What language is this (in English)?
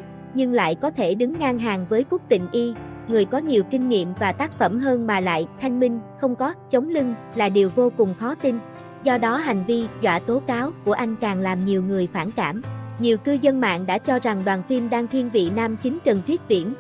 Vietnamese